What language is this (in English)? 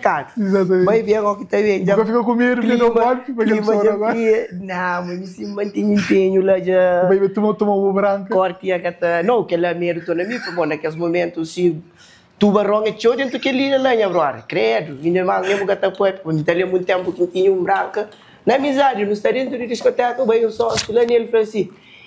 Kabuverdianu